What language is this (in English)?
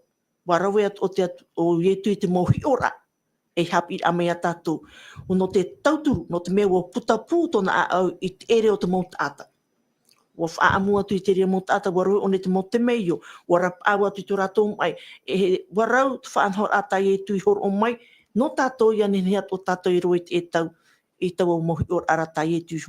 Tahitian